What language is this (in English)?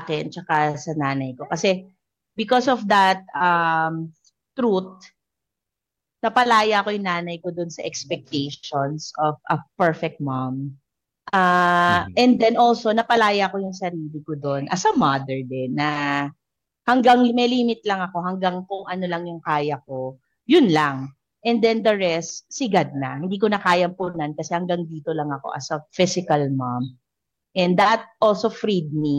Filipino